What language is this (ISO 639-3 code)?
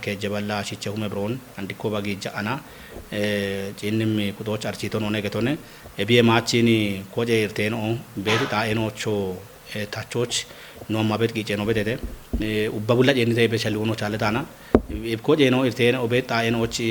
kbr